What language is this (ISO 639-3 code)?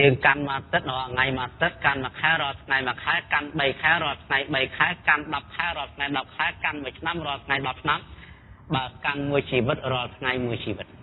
khm